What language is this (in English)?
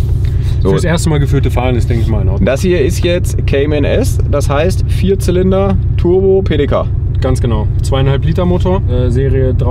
German